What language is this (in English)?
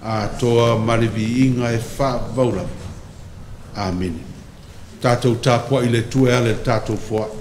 Samoan